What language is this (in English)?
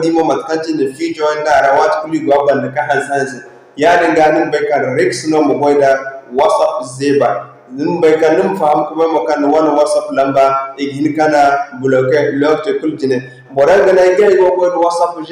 Zarma